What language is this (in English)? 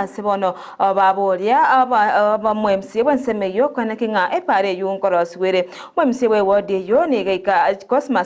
Gusii